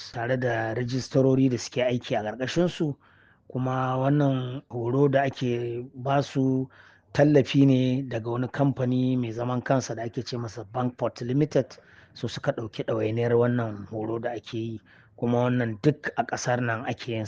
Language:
Hausa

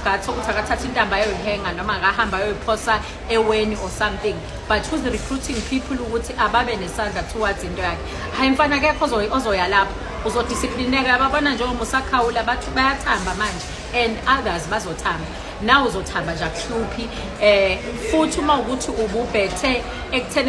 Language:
Zulu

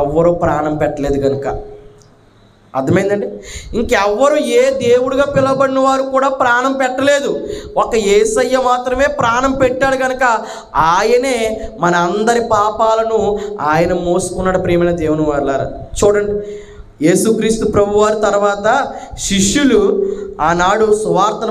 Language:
Telugu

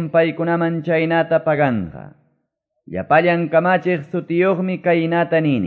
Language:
Quechua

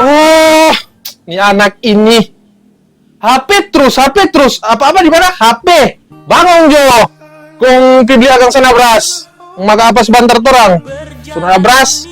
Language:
Manado Malay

